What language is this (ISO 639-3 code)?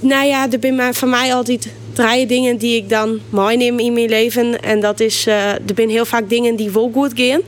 fry